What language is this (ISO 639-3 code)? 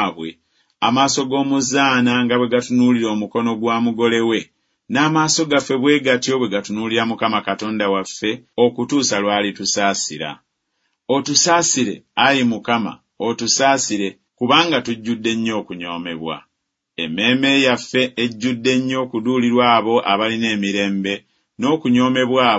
lug